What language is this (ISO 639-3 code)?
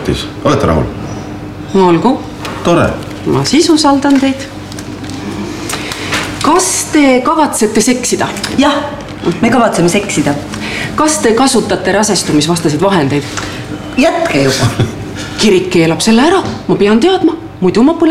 est